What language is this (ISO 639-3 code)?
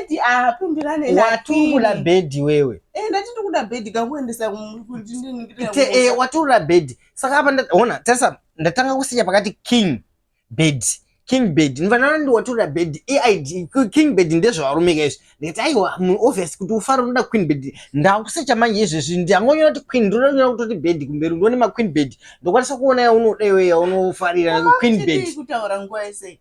sna